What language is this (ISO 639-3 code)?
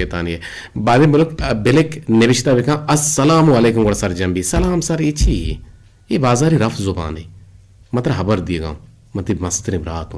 bgp